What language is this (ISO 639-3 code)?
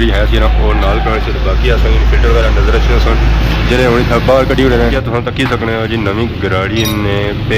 phr